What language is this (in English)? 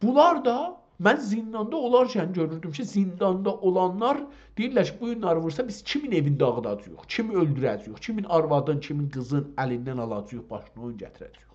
South Azerbaijani